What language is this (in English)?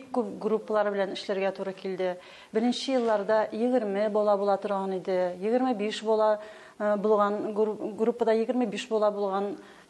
Tatar